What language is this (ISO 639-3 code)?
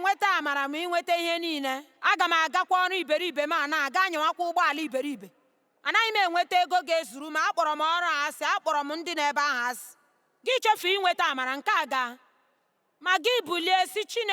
ibo